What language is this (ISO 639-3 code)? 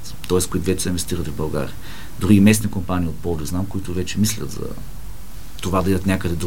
bul